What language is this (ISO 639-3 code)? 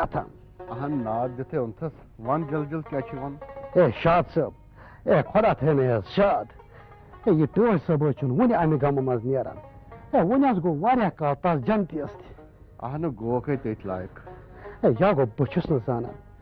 kas